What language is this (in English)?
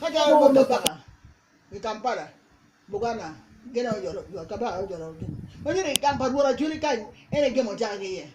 Acoli